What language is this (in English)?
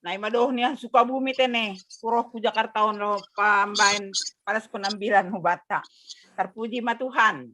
Batak Simalungun